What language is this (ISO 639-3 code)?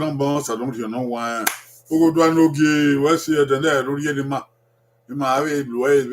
bin